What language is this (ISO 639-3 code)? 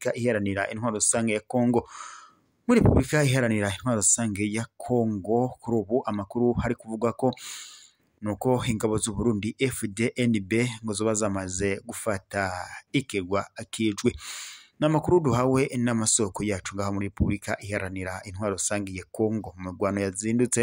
run